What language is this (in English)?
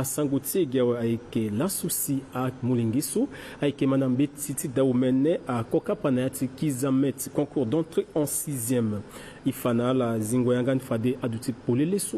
Sango